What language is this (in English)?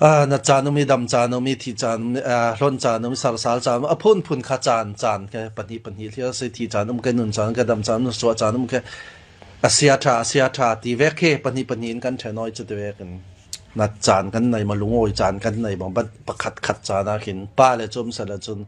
Falam Chin